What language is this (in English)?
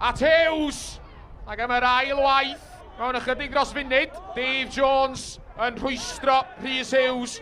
Welsh